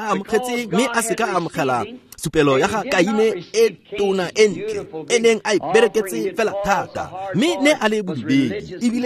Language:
Tswana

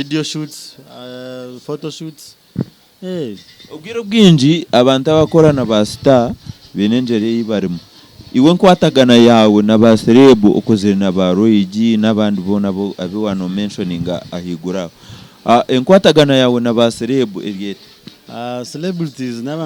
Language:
Nyankole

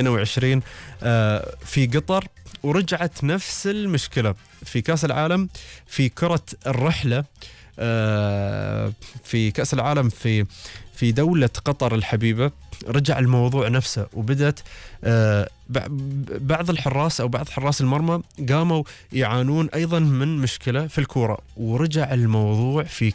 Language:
Gulf Arabic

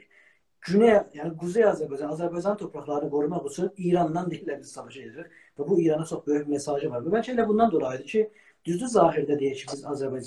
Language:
South Azerbaijani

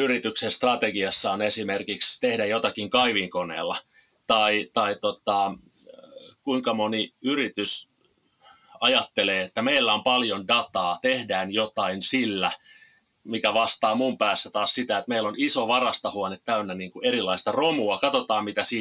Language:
Finnish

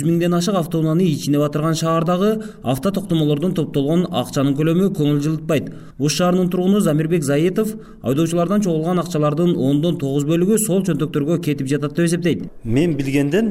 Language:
Kyrgyz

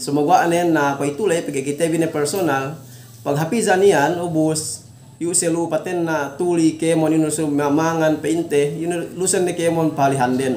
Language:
Yakan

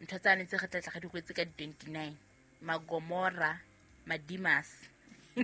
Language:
Southern Sotho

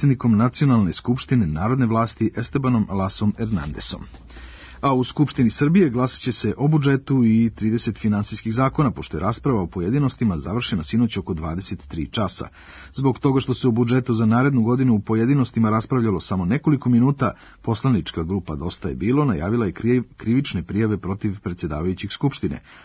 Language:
Serbian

